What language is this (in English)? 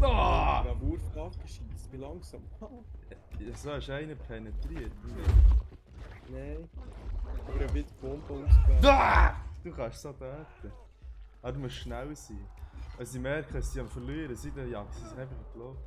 Swiss German